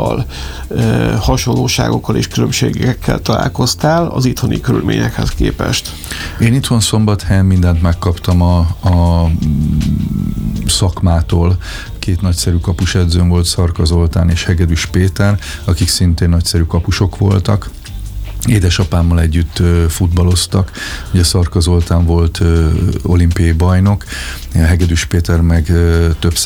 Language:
Hungarian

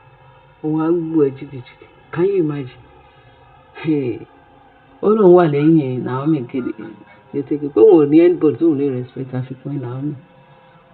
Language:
Yoruba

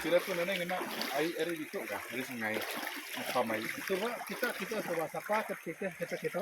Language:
Iban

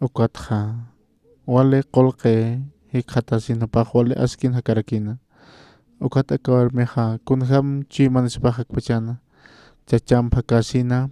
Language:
Aymara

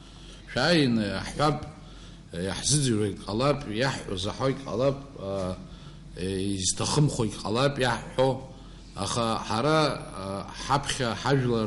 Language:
Abkhazian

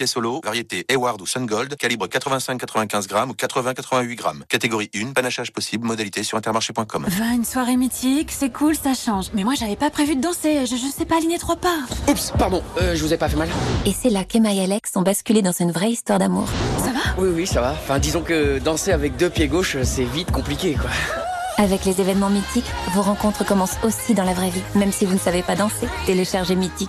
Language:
French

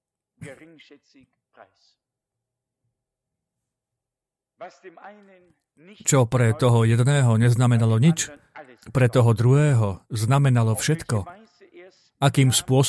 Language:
Slovak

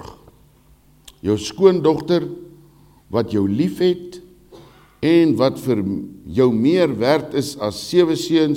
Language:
Afrikaans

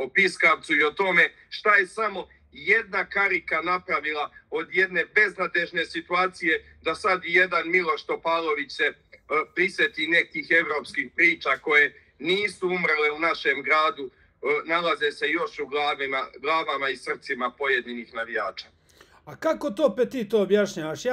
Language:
Serbian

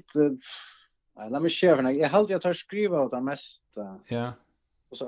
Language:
Faroese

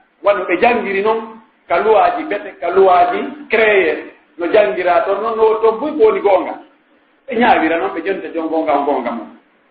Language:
Pular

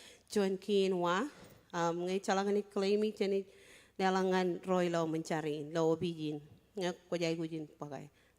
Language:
Marshallese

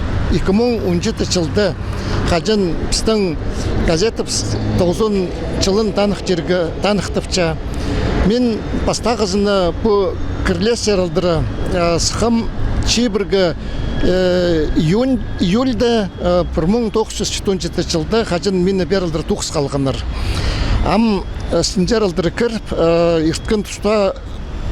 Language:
Khakas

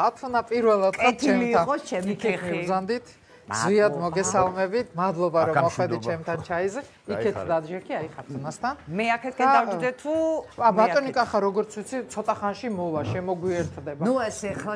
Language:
Georgian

